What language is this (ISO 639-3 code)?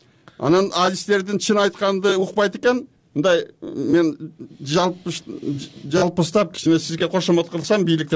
kir